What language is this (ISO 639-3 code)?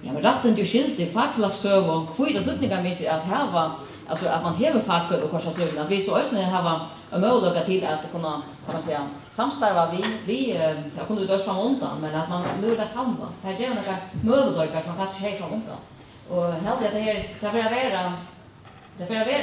fao